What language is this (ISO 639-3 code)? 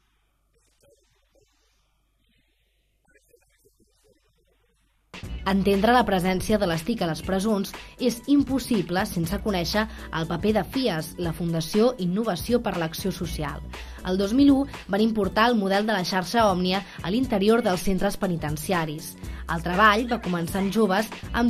cat